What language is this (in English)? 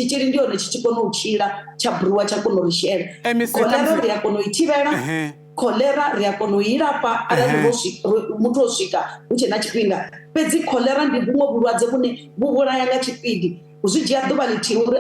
Venda